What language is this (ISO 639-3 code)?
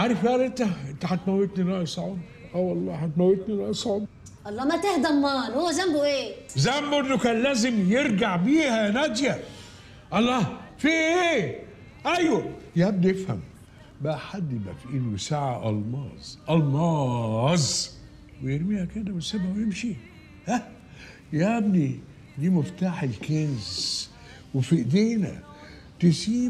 arz